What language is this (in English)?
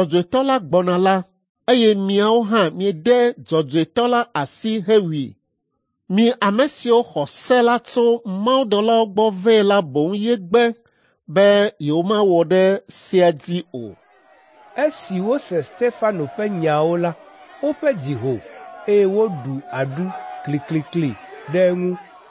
Ewe